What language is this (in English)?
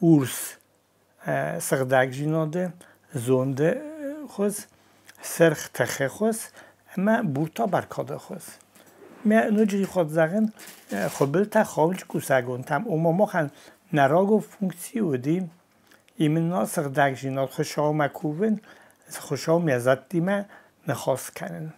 Ossetic